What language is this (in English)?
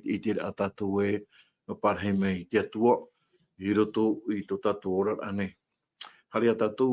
Tahitian